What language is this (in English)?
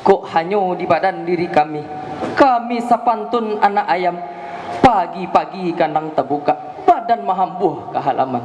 Minangkabau